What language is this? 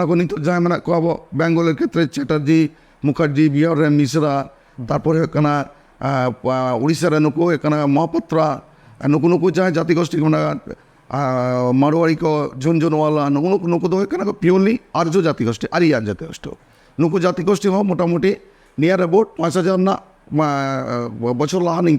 Santali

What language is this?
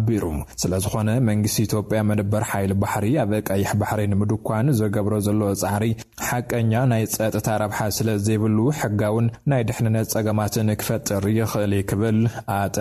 Tigrinya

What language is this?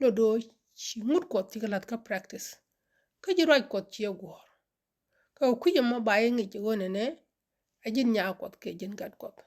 Nuer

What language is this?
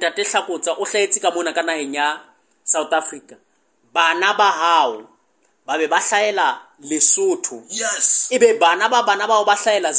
Southern Sotho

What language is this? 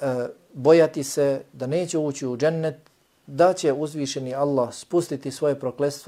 Bosnian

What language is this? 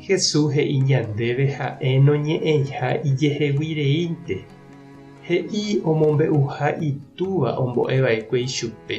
Guarani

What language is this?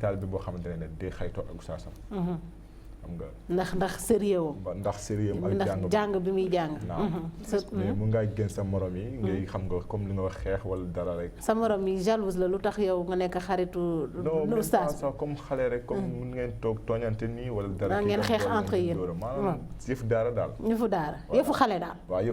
Wolof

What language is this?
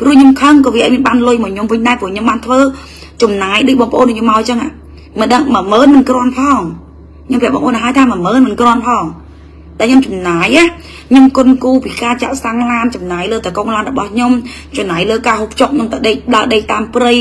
Khmer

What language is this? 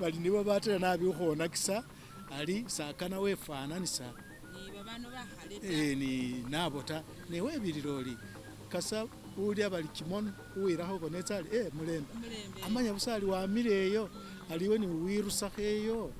Masaaba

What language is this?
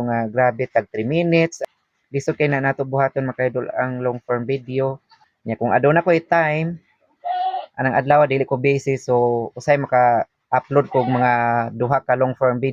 Cebuano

